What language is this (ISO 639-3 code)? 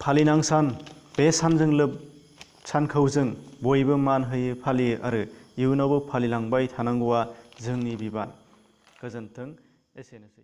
brx